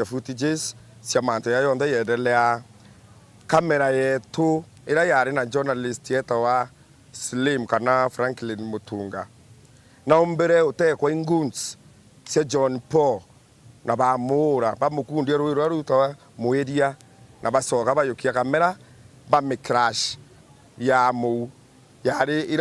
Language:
Meru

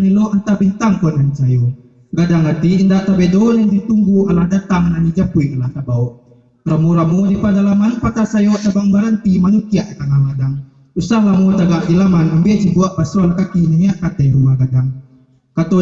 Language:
Minangkabau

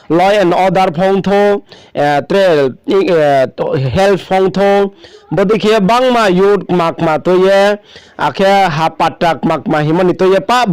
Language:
Riang (India)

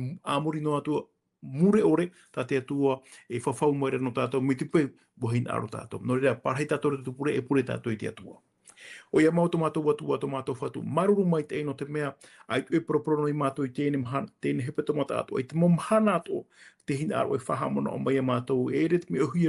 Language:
Tahitian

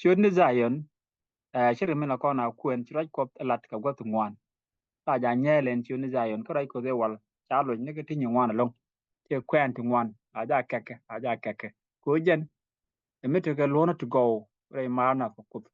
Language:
Nuer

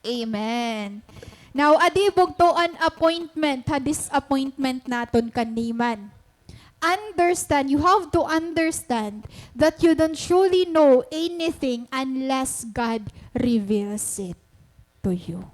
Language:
Waray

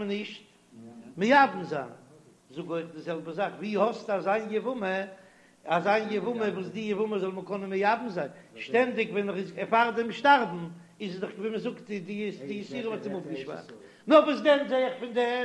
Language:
Yiddish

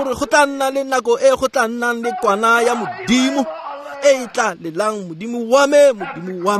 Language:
Tswana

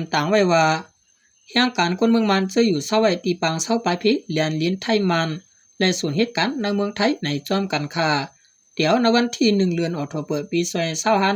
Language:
Shan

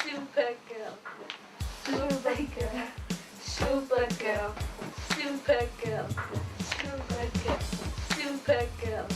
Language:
Kalaallisut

